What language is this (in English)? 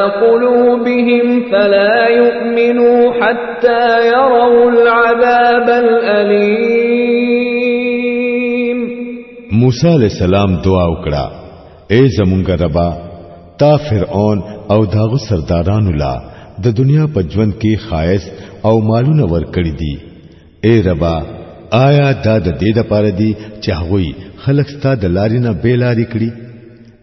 Pashto